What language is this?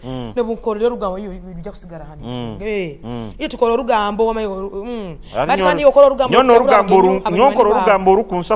Nyoro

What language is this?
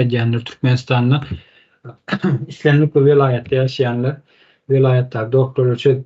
Turkmen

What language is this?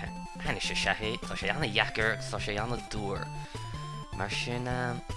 Irish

